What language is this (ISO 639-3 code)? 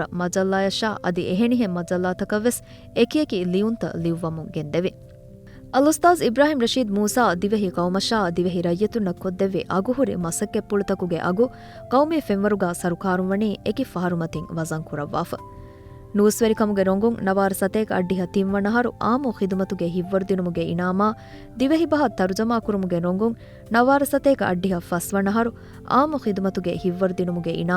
div